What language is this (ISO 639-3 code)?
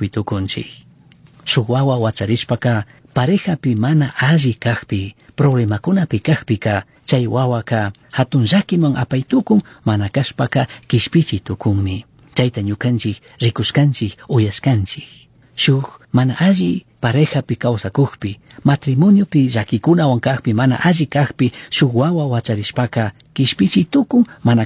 qug